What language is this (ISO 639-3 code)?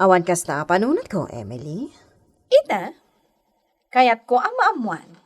ilo